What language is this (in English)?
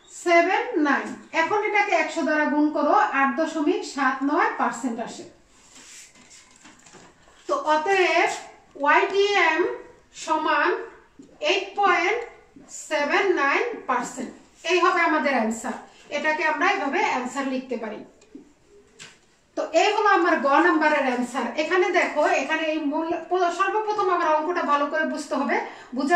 Bangla